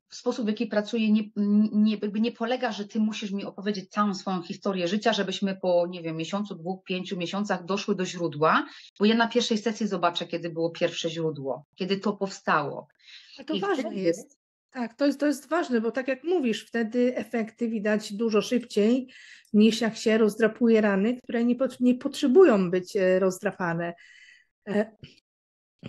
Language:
Polish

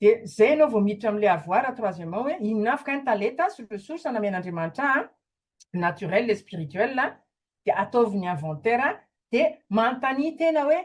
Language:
Malagasy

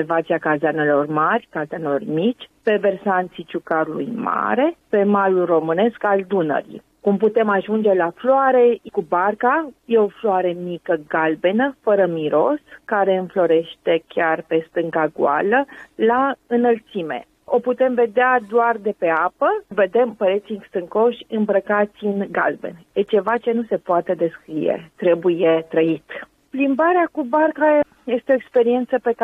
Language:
Romanian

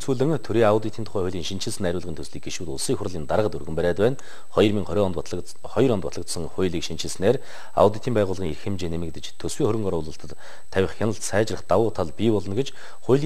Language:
Mongolian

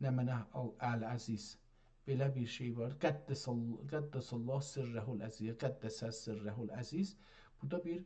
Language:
South Azerbaijani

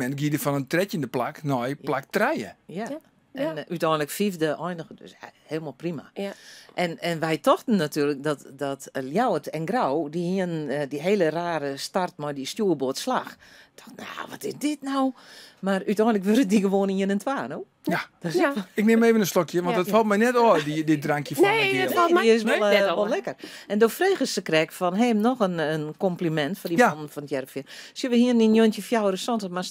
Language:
Western Frisian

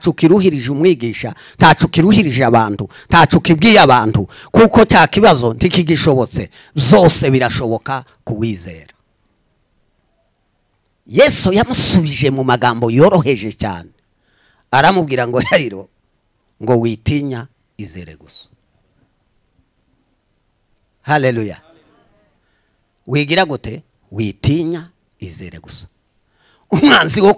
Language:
Kinyarwanda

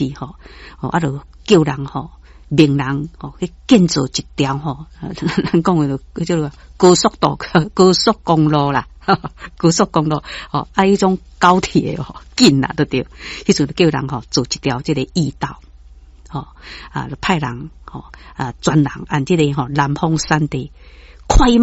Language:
Min Nan Chinese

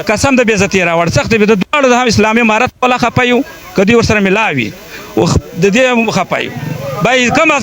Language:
Pashto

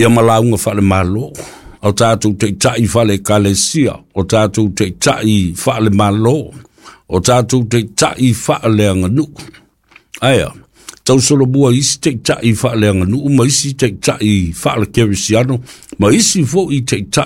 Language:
Samoan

